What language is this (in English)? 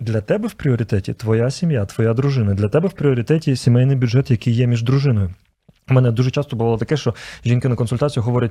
Ukrainian